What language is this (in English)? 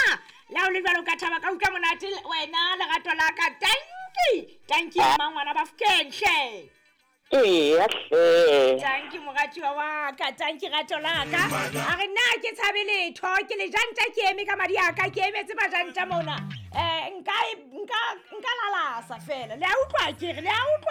Southern Sotho